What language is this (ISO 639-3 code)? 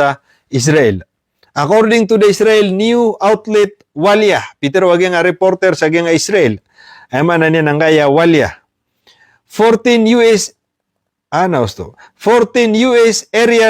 mrw